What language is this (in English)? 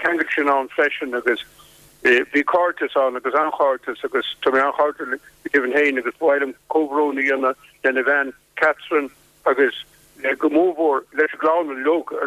Irish